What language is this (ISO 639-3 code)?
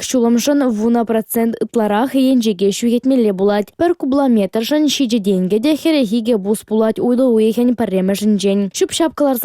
chv